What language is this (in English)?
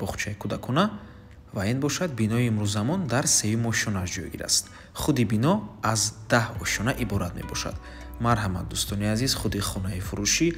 Tajik